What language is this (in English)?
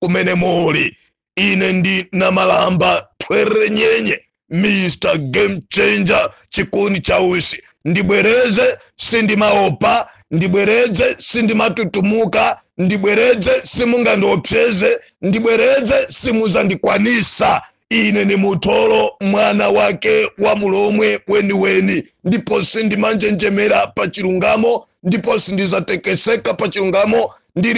Nyanja